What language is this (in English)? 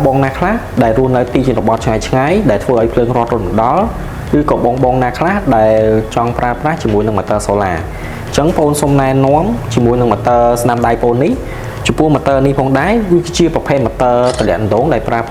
Khmer